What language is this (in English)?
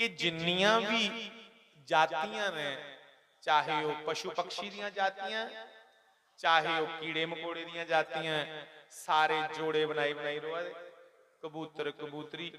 Dogri